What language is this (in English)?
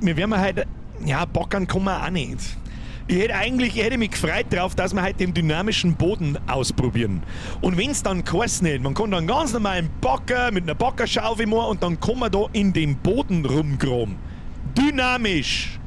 Bavarian